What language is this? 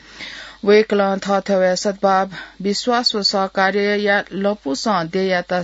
Newari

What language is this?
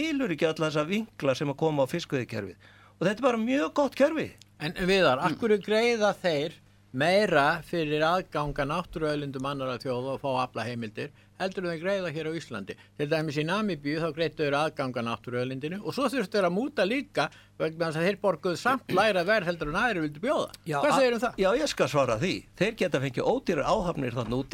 Icelandic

